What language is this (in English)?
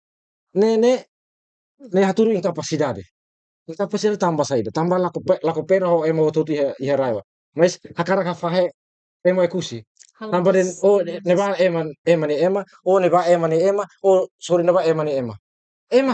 Tetum